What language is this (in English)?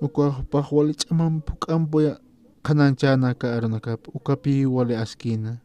Aymara